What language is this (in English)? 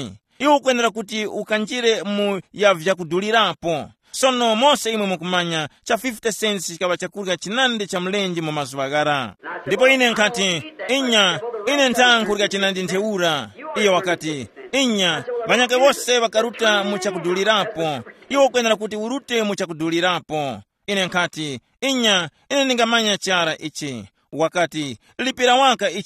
Tumbuka